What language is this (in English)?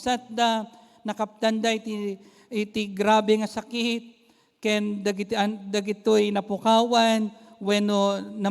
Iloko